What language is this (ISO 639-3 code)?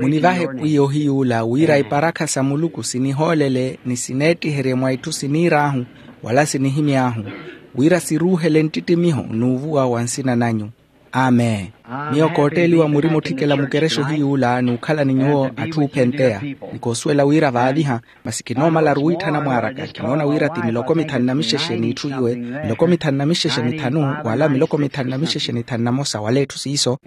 vmw